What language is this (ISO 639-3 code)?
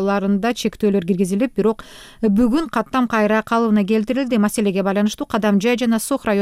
kir